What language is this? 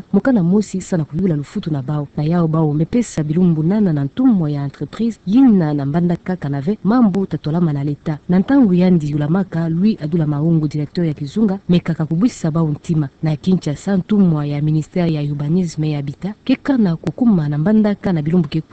Kituba (Democratic Republic of Congo)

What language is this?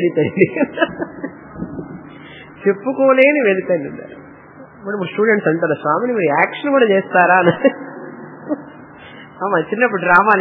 Telugu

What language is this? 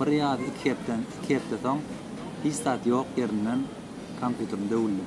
Turkmen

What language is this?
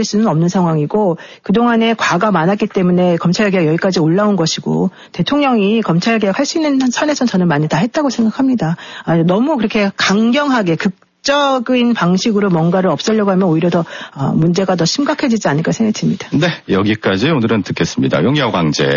Korean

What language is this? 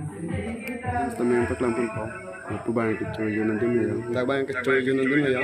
Karbi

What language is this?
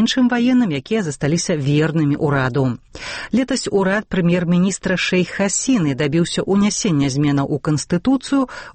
Belarusian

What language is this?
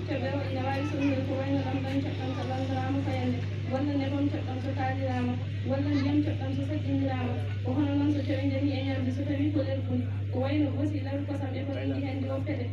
Fula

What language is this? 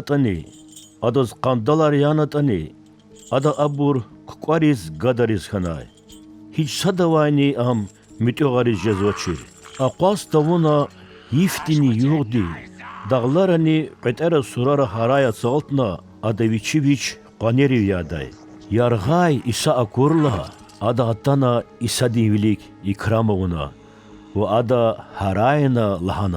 Lezghian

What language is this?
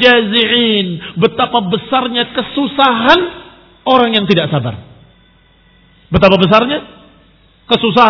Indonesian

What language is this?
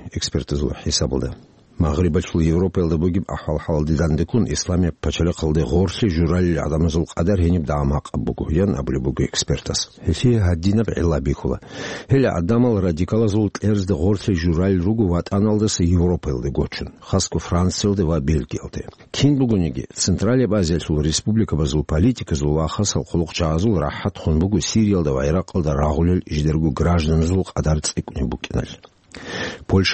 Avaric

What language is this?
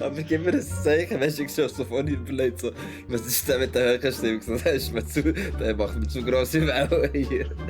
Swiss German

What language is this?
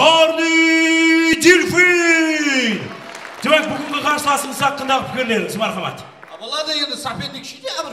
Kara-Kalpak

